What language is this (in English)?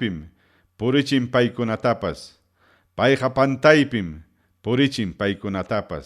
Ayacucho Quechua